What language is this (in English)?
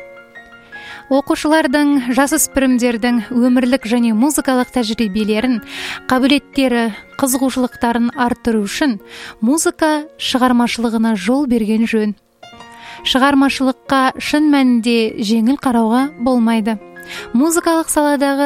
Kazakh